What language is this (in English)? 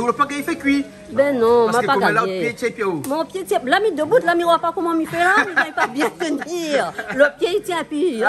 Réunion Creole French